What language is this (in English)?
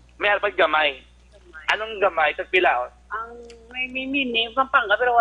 Hiligaynon